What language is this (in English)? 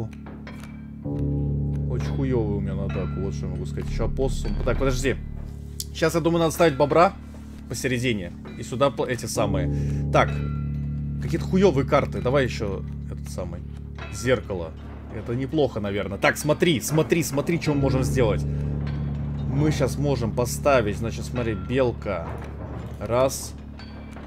Russian